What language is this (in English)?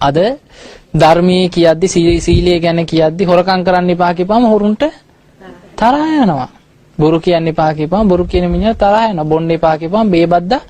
Sinhala